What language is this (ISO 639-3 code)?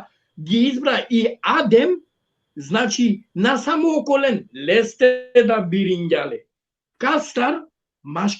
rmn